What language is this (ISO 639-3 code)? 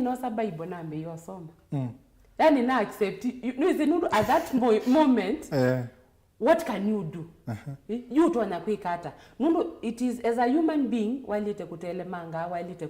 kam